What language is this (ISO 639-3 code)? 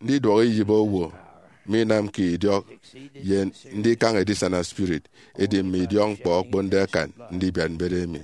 efi